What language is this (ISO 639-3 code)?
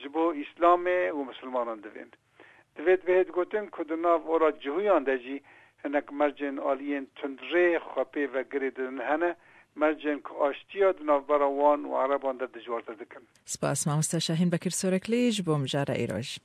kur